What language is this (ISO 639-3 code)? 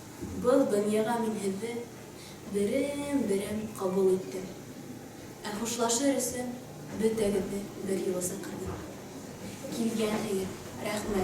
bak